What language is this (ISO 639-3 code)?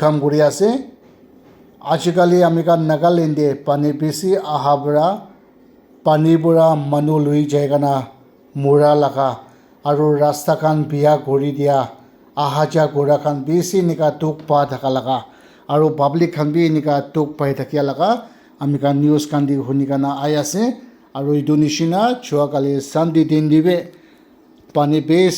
nag